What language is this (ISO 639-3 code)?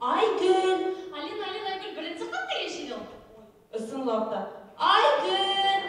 bak